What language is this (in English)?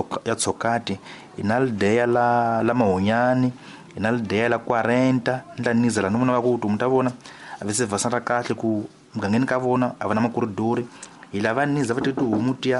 Tsonga